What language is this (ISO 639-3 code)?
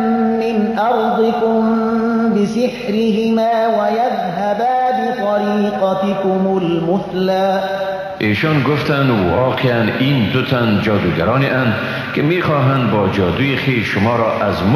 fas